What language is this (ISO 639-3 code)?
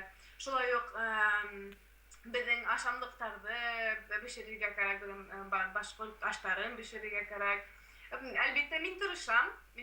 bak